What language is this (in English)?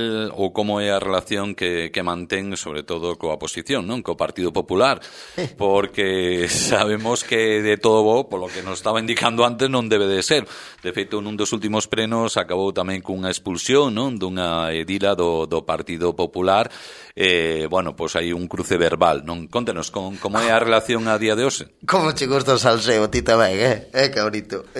Galician